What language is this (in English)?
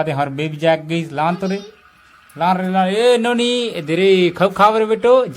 Chhattisgarhi